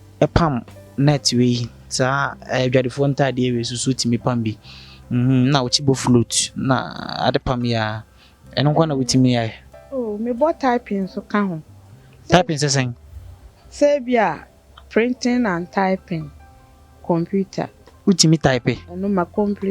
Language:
Akan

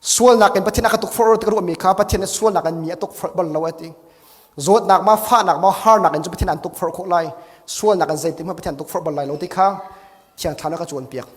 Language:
Hakha Chin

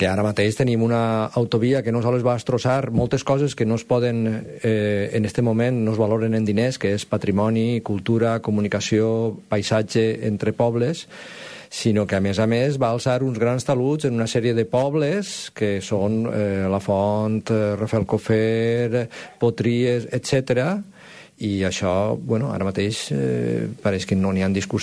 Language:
Catalan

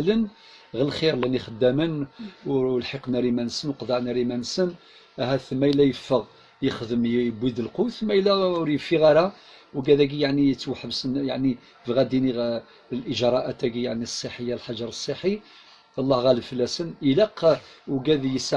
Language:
Kabyle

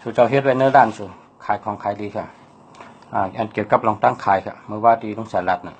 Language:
Shan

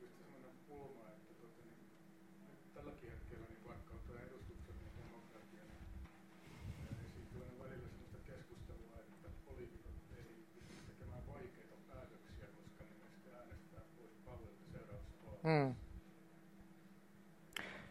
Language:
Finnish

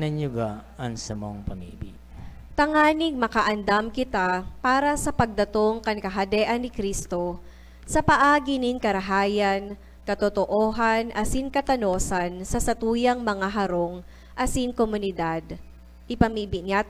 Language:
Bikol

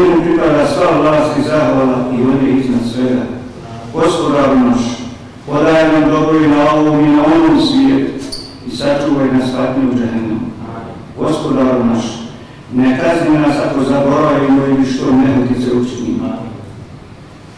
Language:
Bosnian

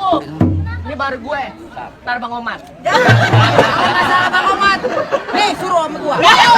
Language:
Betawi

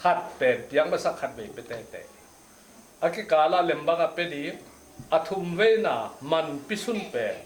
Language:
Tedim Chin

